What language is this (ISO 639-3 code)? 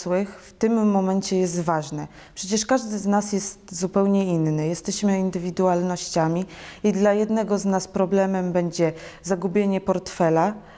pol